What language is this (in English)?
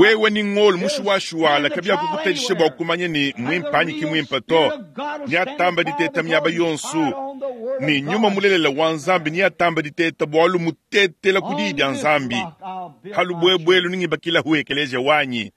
Luba-Lulua